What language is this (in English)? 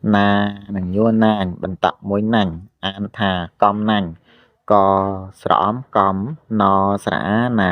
Khmer